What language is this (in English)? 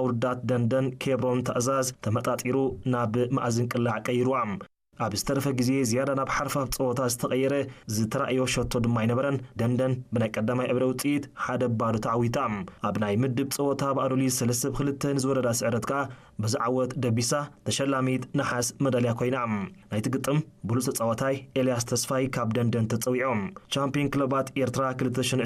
Tigrinya